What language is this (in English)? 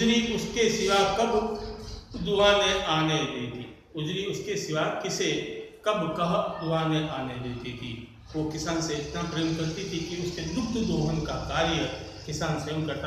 Hindi